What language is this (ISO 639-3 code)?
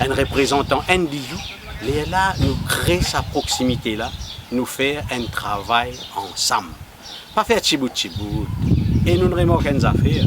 mfe